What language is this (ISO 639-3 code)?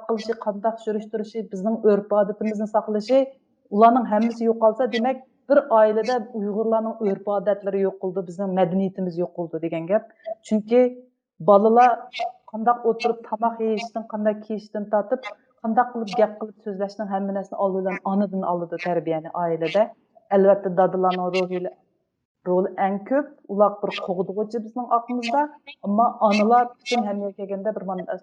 uig